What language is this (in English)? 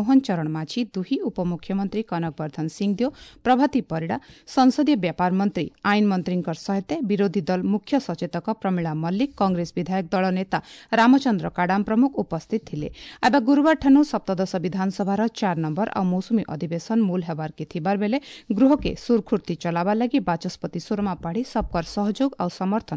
Odia